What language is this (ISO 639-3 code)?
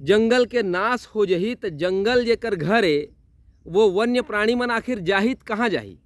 hne